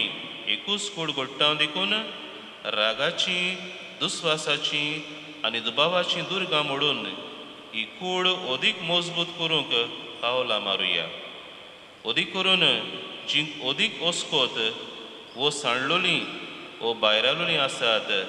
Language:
Konkani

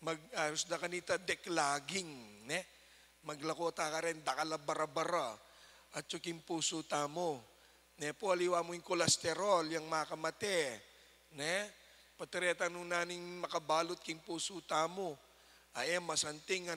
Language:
Pampanga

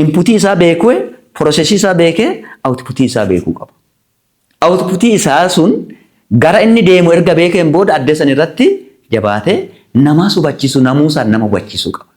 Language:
Oromo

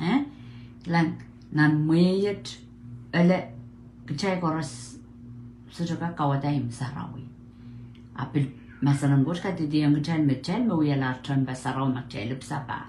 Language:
Pohnpeian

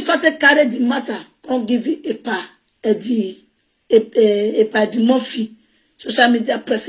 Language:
Nigerian Pidgin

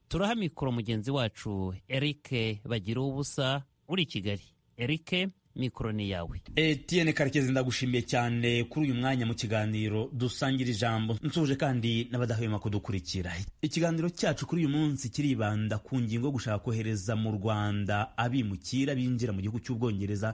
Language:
Kinyarwanda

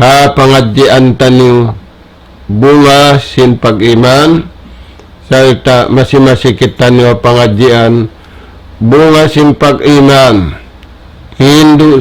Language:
Tausug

